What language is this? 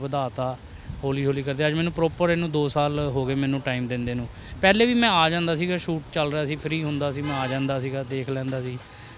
Punjabi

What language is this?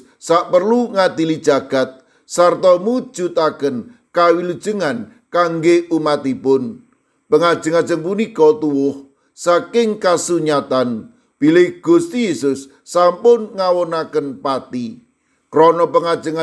Javanese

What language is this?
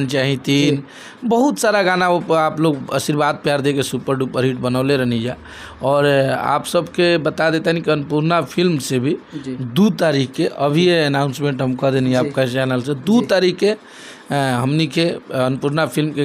Bhojpuri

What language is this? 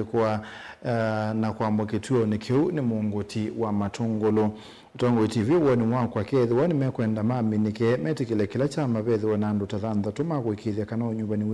Kamba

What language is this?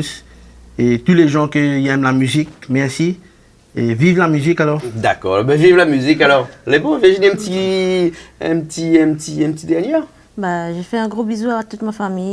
Réunion Creole French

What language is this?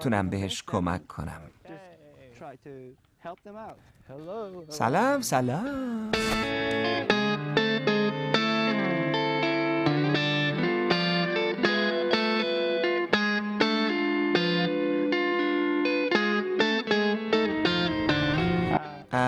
Persian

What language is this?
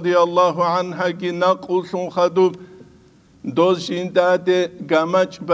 Avaric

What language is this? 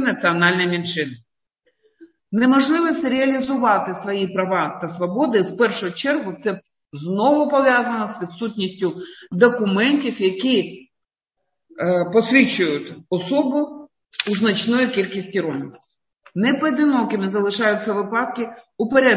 Ukrainian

